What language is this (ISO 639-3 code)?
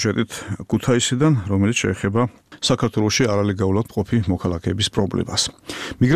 kat